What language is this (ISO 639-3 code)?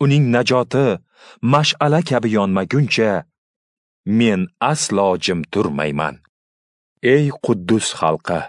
uzb